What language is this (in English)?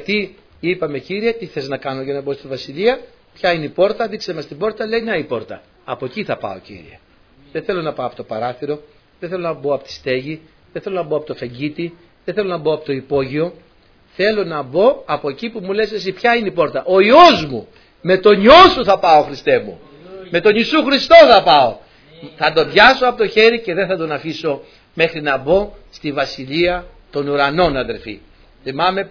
Greek